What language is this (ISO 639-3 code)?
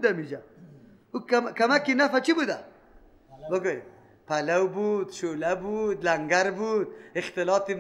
fas